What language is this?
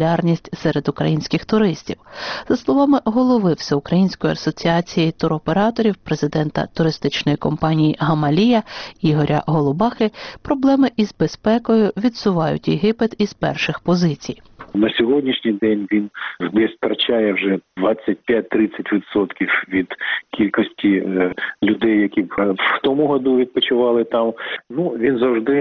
Ukrainian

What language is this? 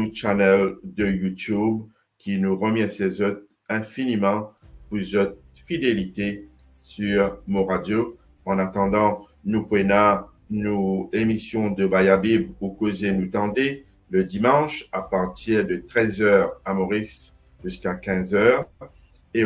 Morisyen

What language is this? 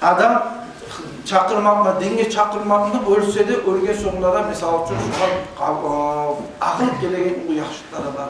Kumyk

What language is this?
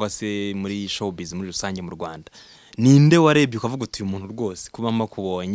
Kinyarwanda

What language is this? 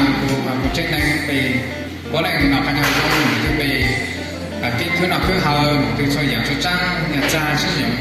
Hmong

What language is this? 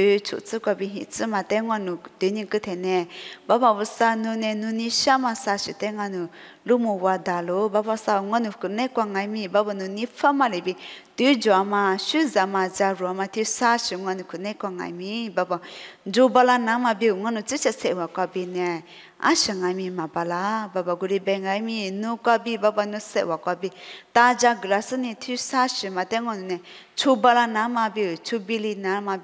Lisu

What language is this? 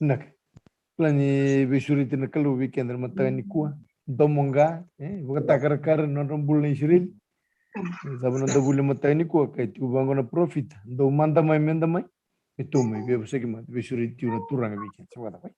Fijian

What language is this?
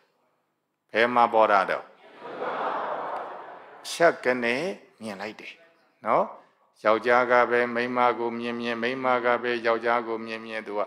Burmese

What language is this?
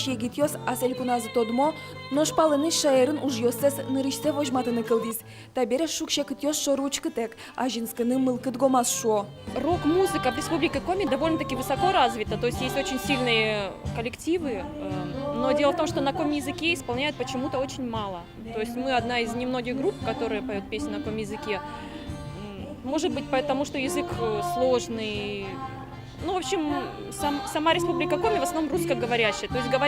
Udmurt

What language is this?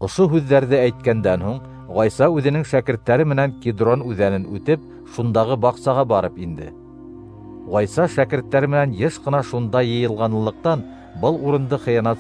Bashkir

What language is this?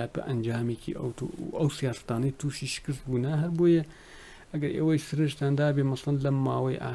Central Kurdish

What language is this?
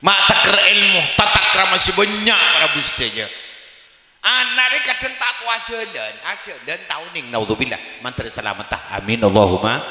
Madurese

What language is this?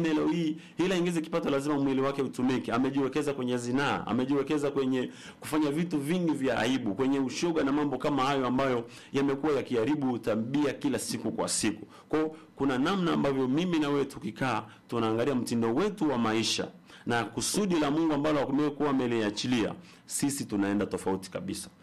Swahili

